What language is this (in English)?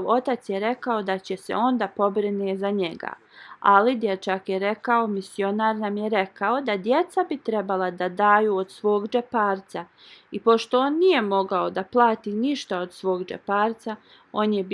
Bosnian